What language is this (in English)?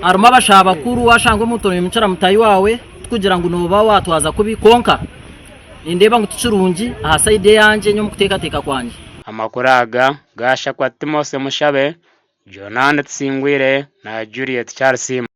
Nyankole